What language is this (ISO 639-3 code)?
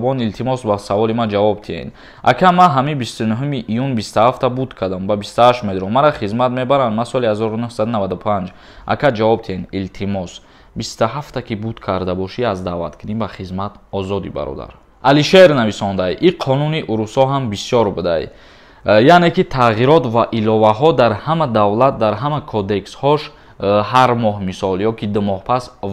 tgk